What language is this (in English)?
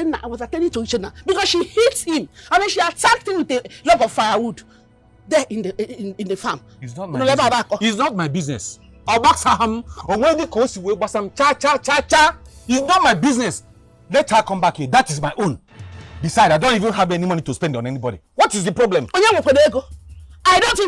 Nigerian Pidgin